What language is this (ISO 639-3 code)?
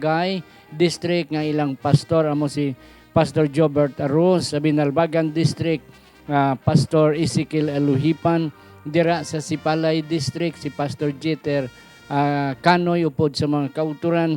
hil